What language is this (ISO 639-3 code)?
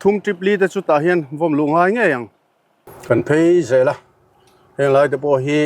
lus